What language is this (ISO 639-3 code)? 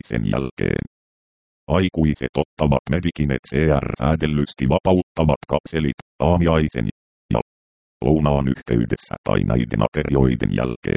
fin